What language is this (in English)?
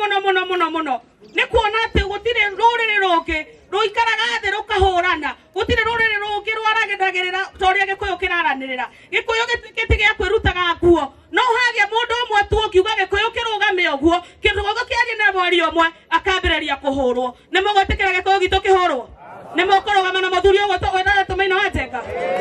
Kikuyu